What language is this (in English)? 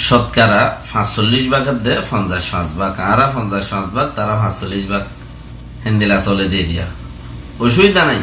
Rohingya